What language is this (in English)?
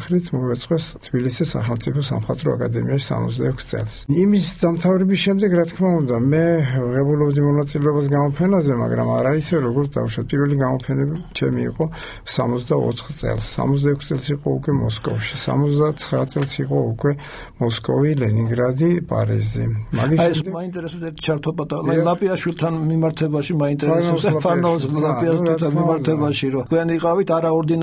Georgian